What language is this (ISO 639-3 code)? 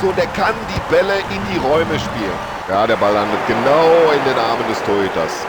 bar